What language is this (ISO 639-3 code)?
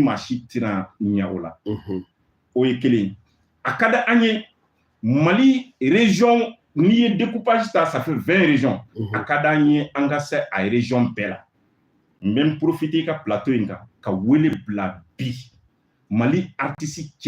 bam